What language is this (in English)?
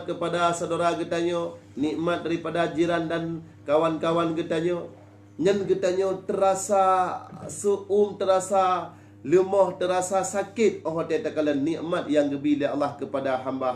Achinese